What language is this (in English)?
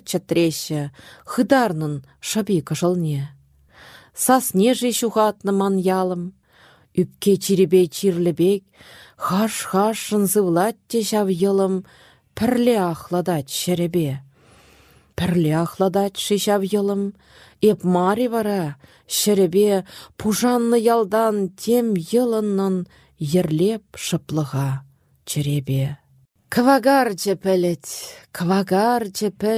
Chuvash